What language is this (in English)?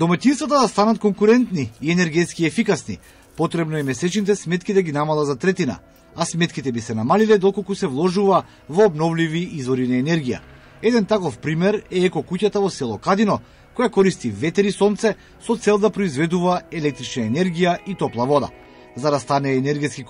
Macedonian